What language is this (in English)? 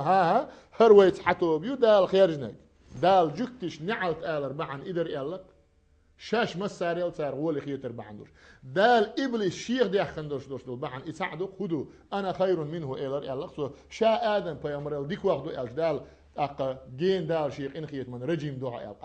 Chechen